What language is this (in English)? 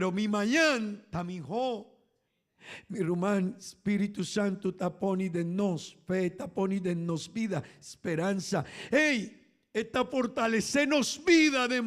Papiamento